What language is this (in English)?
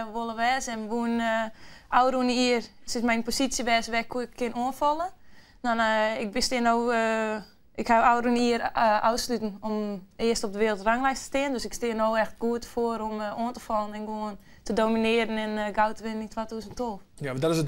Western Frisian